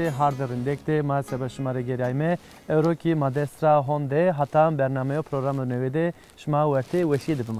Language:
Zaza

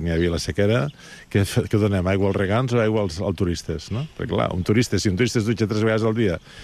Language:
Catalan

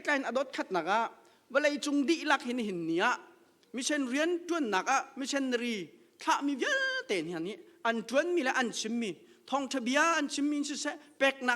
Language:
Hakha Chin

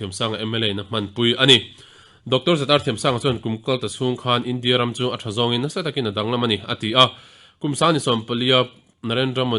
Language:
Mizo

